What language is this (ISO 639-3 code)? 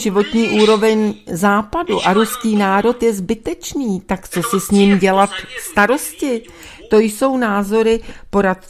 ces